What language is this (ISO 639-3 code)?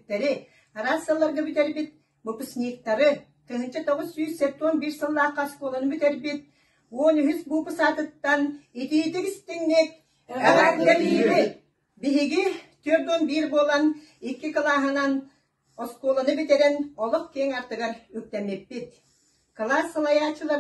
sah